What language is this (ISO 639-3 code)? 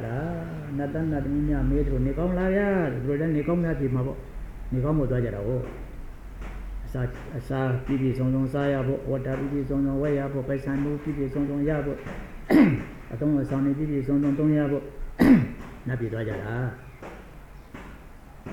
mya